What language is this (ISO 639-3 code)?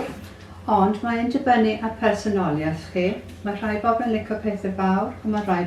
cym